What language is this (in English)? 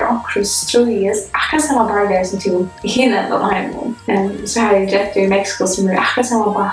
Faroese